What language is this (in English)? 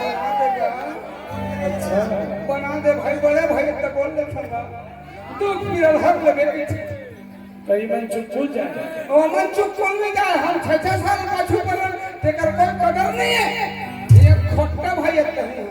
Chhattisgarhi